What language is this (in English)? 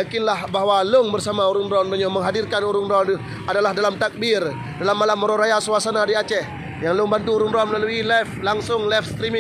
Achinese